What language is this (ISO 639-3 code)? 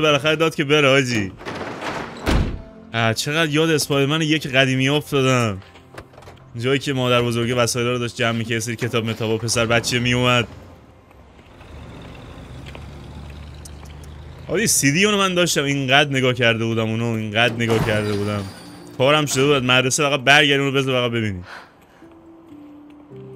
fas